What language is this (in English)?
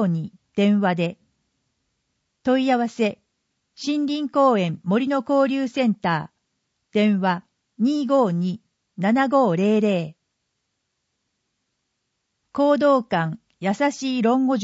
Japanese